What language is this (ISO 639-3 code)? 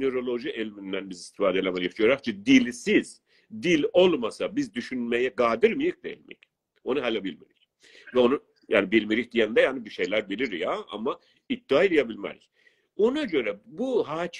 azb